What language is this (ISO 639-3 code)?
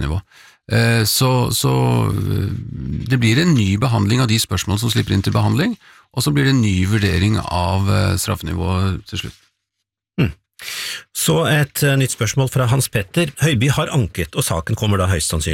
nor